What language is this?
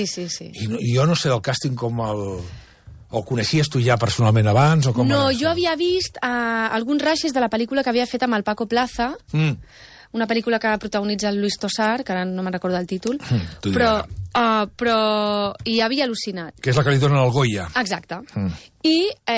Catalan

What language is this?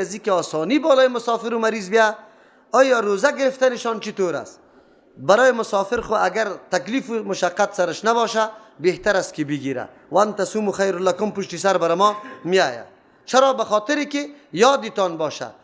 Persian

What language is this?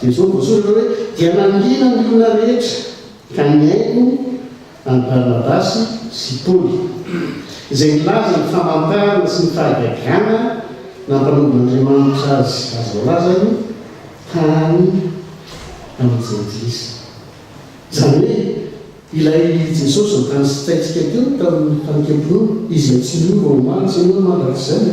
Malagasy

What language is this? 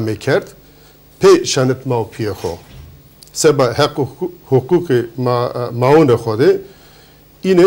Zaza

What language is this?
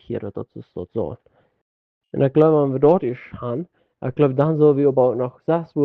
Plautdietsch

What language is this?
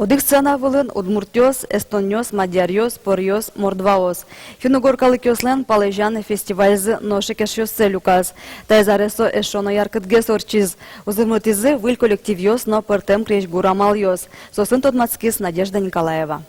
Udmurt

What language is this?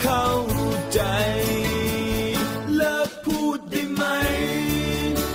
Thai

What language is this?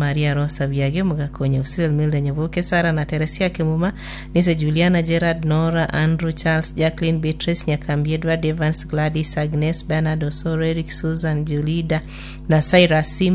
Gusii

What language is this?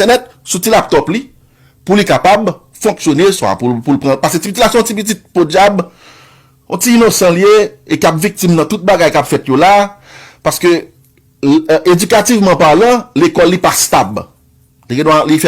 Haitian Creole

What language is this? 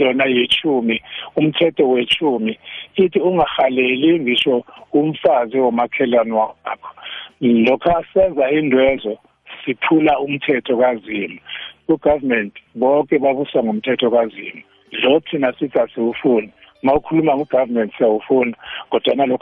South Ndebele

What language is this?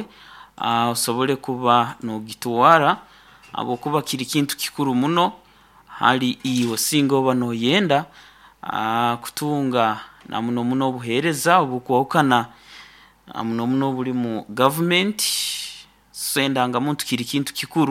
Nyoro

